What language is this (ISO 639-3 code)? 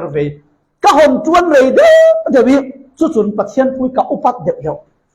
cfm